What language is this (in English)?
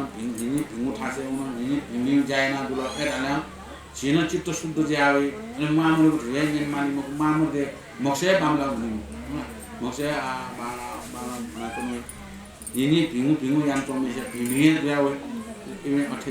Newari